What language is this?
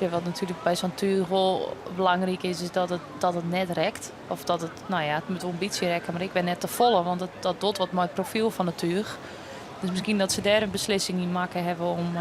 Western Frisian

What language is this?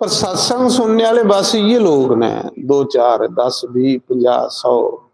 Dogri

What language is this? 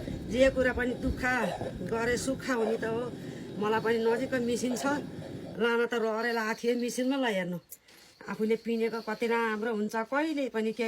Nepali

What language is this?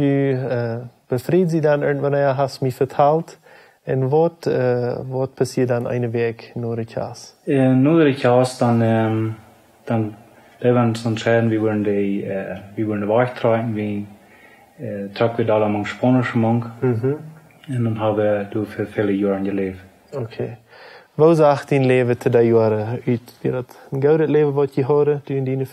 Plautdietsch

